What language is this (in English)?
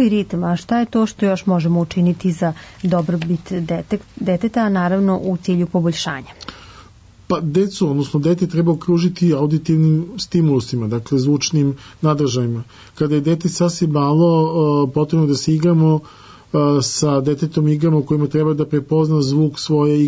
Serbian